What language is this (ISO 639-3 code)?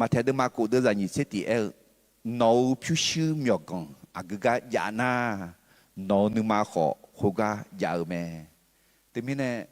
ahk